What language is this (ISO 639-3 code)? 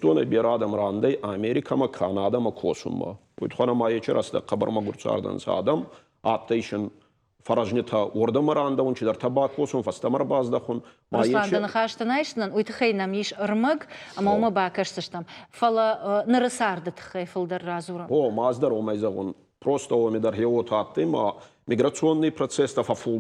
oss